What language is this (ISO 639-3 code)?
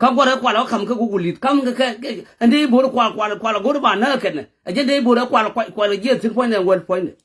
nus